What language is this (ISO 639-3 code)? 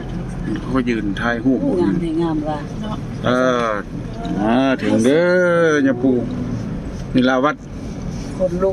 tts